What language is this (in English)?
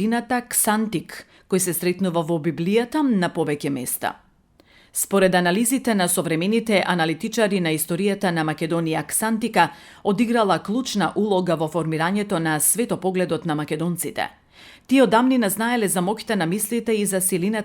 Macedonian